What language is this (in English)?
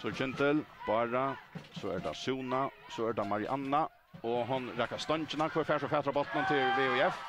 Faroese